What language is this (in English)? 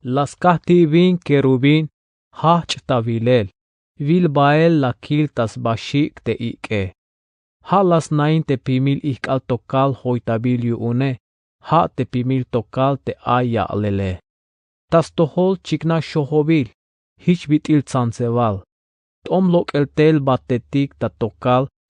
Tzeltal